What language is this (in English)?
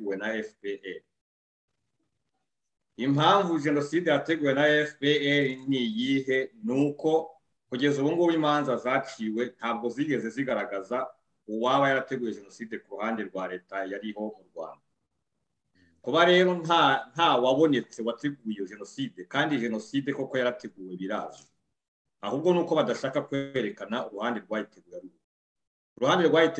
Kinyarwanda